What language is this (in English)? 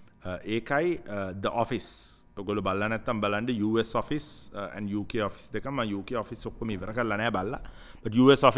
Sinhala